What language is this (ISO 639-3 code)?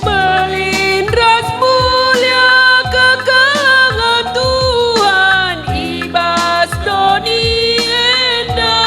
btx